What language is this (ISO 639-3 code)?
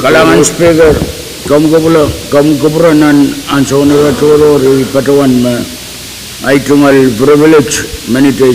pon